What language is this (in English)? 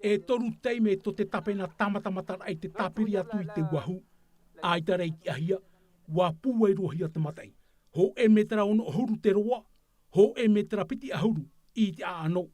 Tahitian